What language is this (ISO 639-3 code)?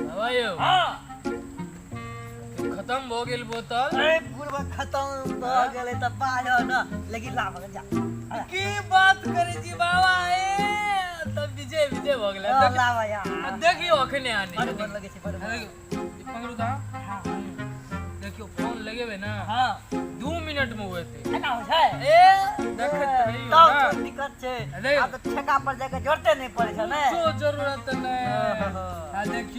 mai